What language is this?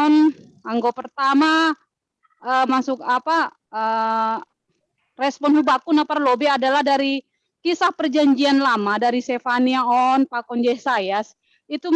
Batak Simalungun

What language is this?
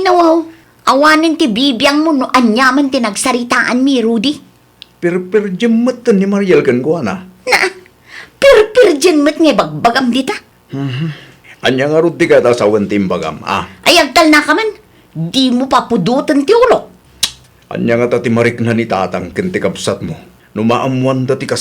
Iloko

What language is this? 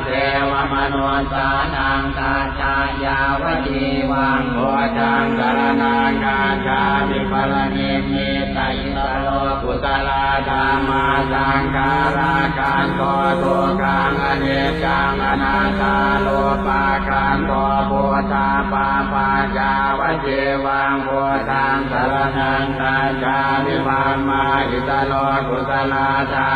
Pali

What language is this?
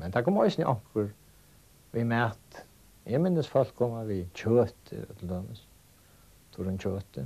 Faroese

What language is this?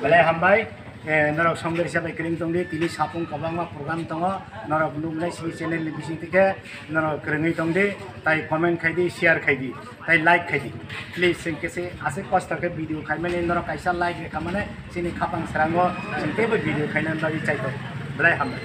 Kok Borok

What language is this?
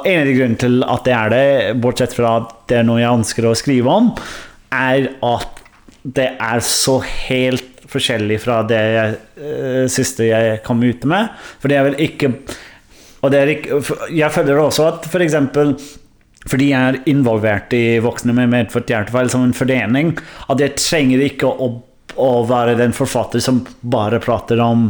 Norwegian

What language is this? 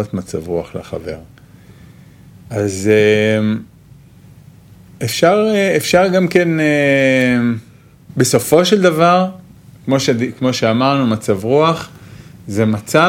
Hebrew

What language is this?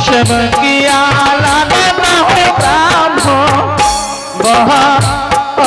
Angika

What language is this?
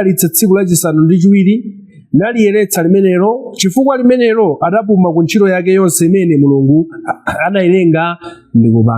Nyanja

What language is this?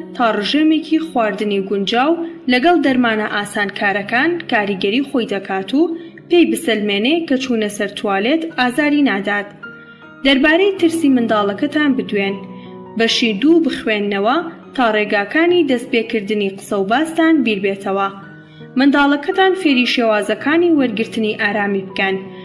Central Kurdish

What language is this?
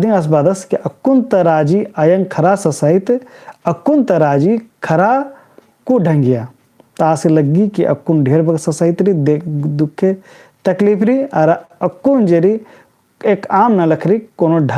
Kurukh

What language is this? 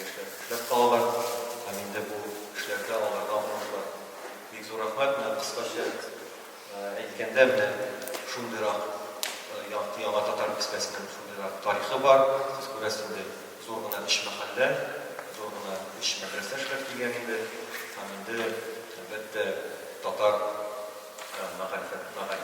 Tatar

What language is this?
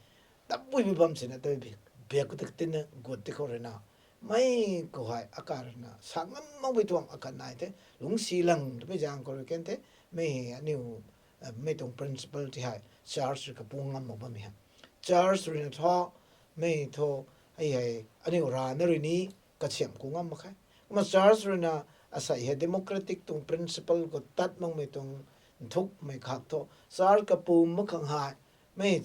Rongmei Naga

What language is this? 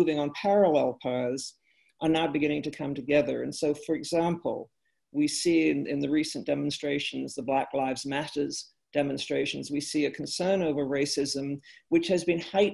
English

